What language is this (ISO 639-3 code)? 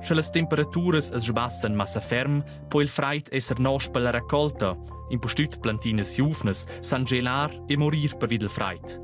roh